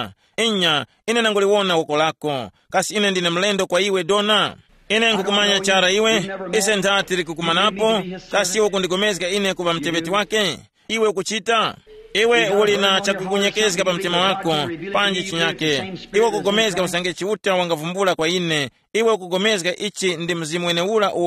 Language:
Tumbuka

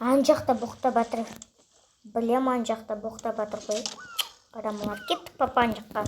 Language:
Kazakh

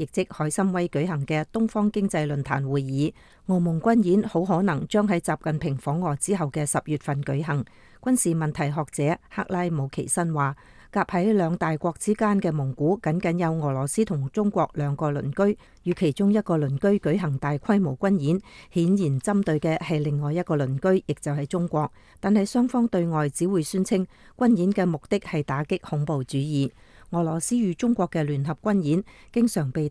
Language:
Cantonese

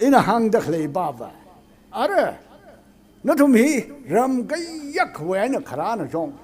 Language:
Tangkhul Naga (India)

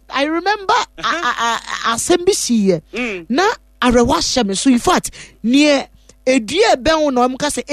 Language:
Akan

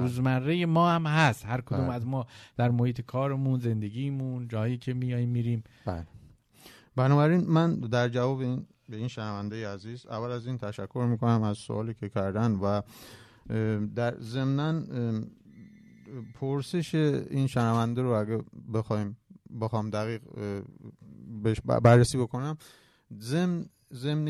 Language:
Persian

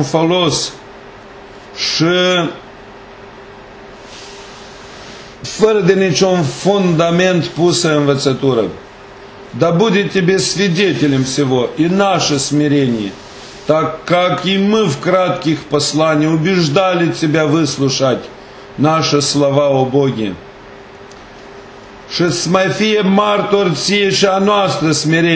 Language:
Romanian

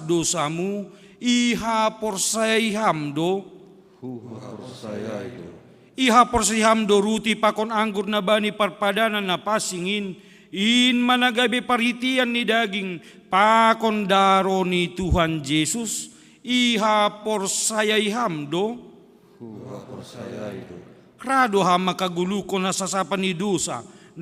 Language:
Batak Simalungun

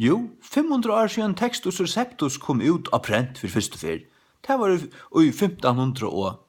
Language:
Faroese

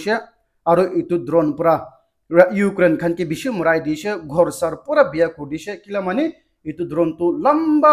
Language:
Naga Pidgin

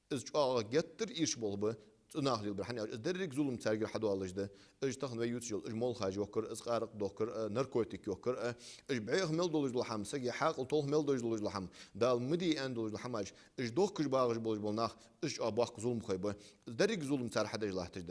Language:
Ingush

